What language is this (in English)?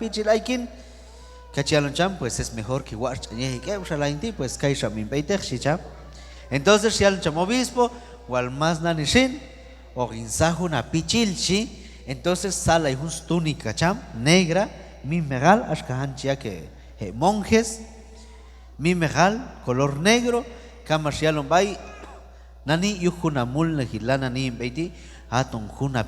Q'anjob'al